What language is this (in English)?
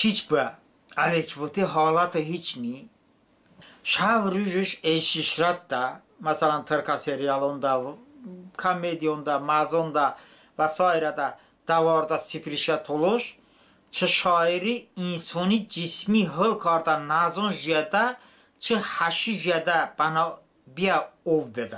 Talysh